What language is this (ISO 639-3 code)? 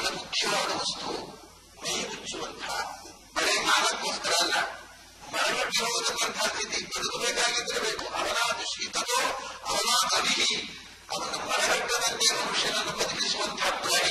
kan